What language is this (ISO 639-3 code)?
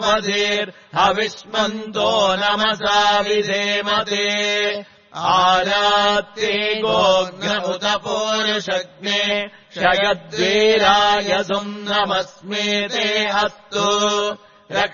san